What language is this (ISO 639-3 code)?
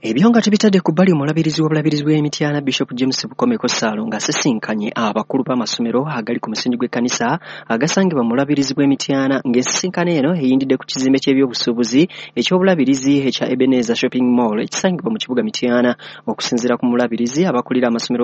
lug